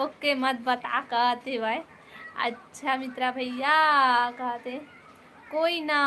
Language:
Chhattisgarhi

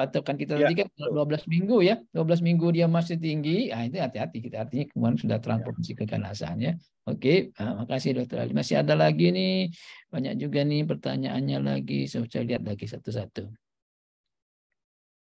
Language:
Indonesian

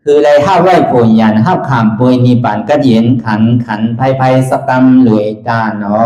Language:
Shan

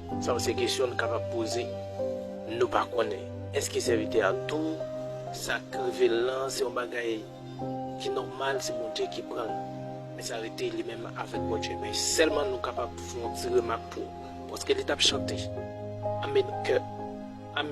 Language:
Haitian Creole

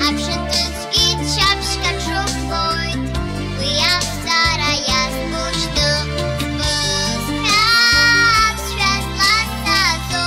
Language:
Abkhazian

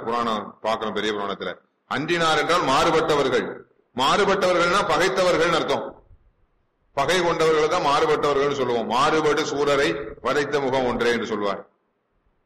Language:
Tamil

